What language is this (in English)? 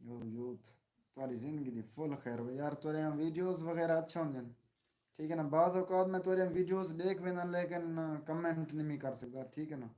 Saraiki